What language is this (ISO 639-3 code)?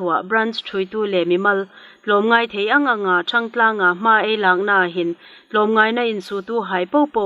hmr